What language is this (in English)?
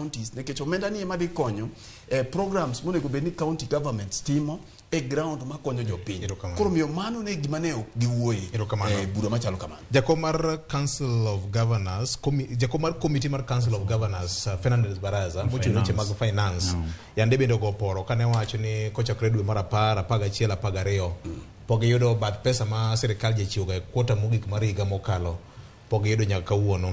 Luo (Kenya and Tanzania)